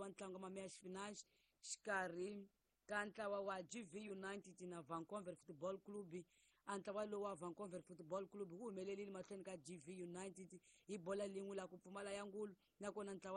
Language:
Tsonga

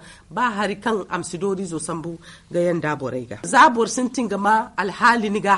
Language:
Zarma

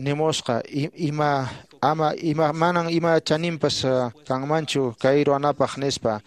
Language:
Quechua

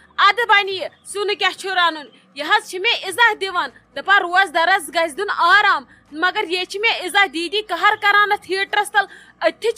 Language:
Kashmiri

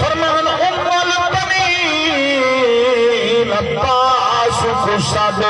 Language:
Saraiki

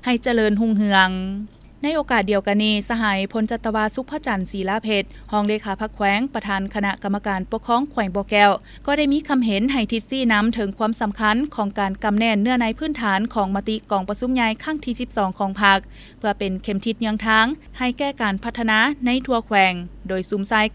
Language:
Lao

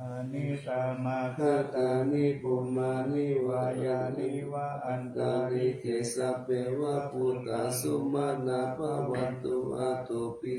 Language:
Pali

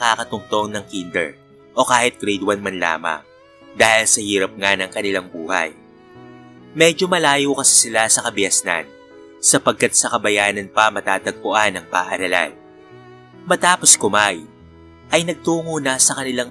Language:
Filipino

